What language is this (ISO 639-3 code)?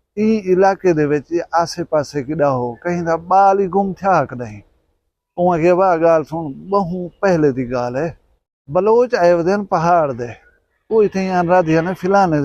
skr